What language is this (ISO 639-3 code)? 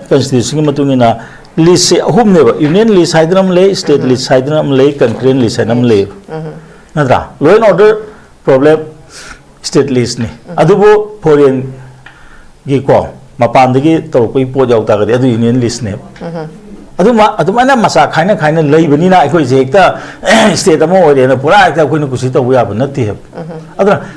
mni